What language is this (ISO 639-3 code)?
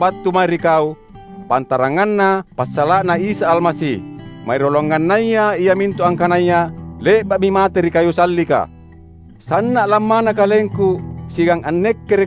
mak